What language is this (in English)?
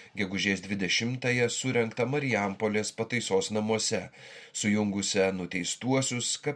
Lithuanian